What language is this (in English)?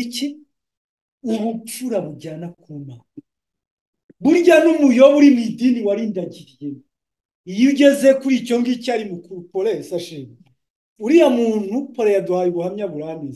Kinyarwanda